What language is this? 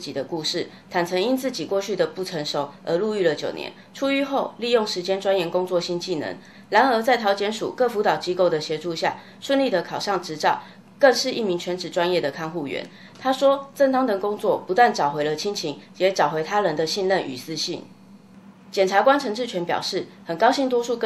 Chinese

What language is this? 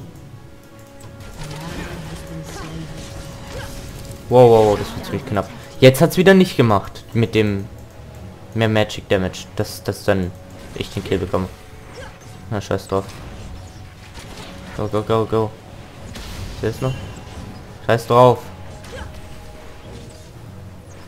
German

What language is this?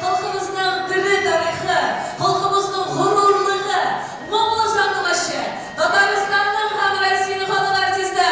Tatar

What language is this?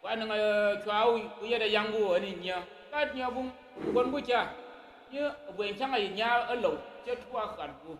Tyap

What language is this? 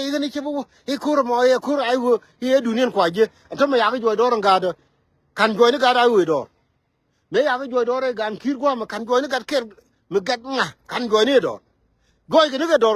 Nuer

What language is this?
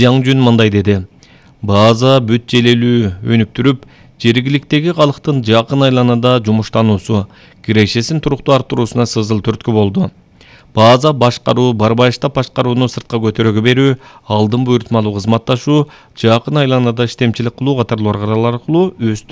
Kyrgyz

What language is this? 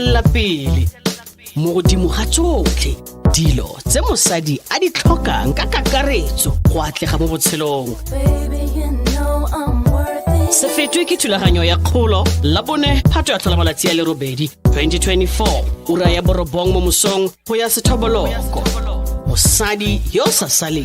Tswana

